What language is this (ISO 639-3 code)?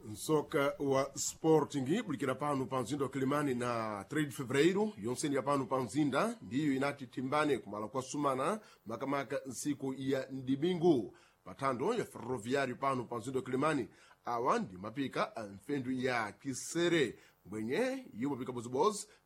seh